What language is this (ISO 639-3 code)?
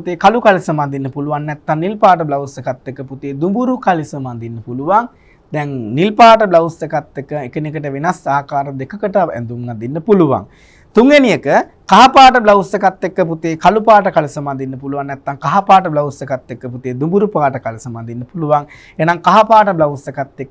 sin